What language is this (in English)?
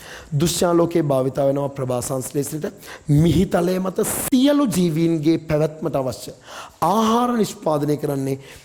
Sinhala